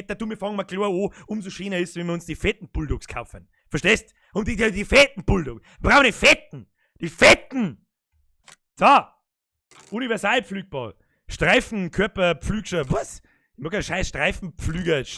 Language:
Bavarian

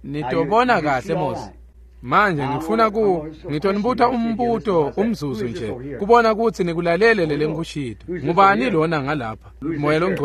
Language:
Swati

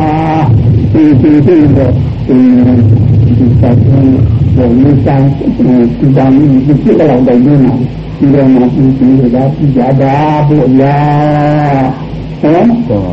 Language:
Burmese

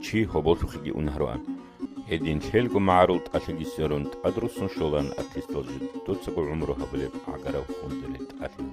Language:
Avaric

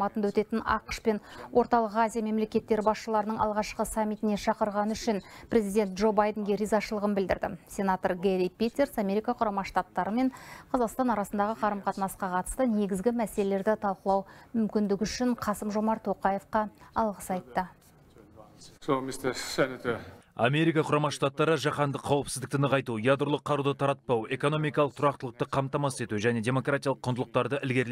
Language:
Kazakh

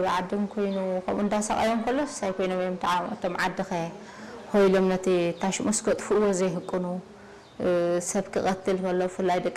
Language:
Tigrinya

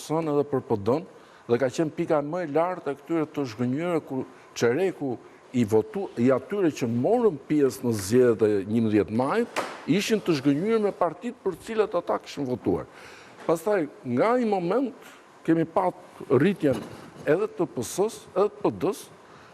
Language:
Albanian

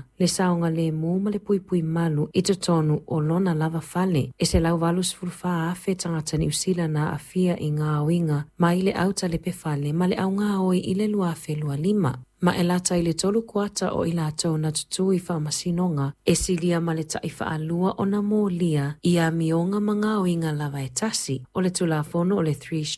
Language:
Samoan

